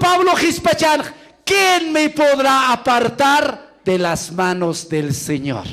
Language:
Aymara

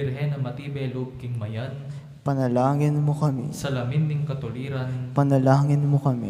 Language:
Pampanga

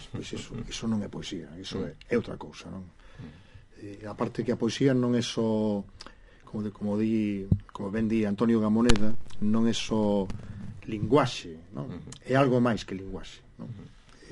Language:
Galician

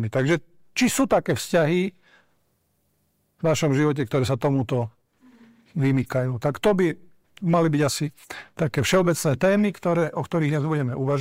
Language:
Slovak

